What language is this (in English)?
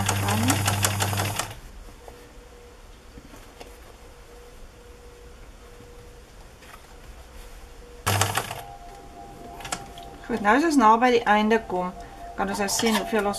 Afrikaans